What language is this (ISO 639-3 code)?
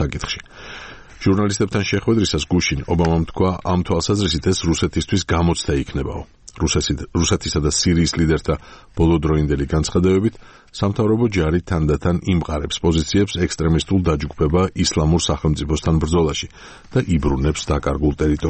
kat